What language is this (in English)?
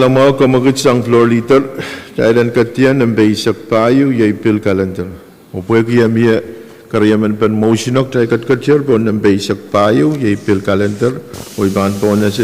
Pohnpeian